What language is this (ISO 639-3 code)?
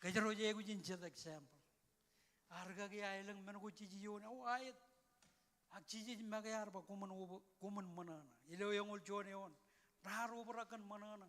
mah